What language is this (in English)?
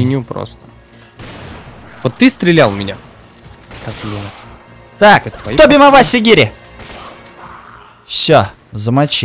Russian